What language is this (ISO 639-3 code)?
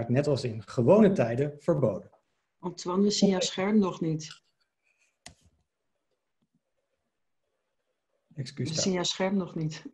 nld